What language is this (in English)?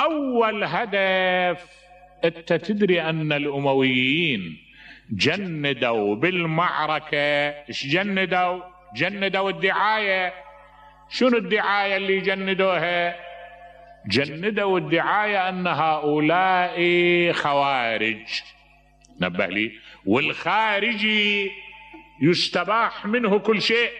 Mesopotamian Arabic